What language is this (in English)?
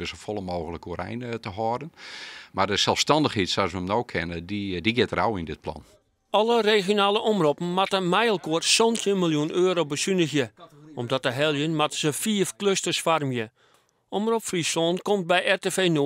Western Frisian